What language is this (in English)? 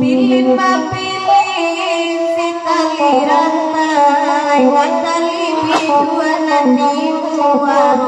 Minangkabau